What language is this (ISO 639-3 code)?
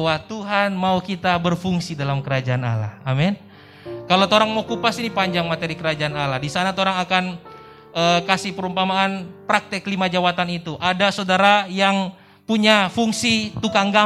ind